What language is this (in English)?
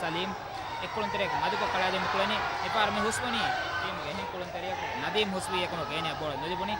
Divehi